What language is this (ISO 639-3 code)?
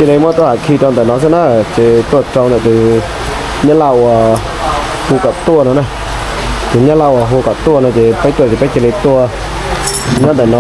hmn